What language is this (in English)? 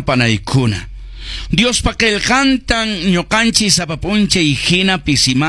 Quechua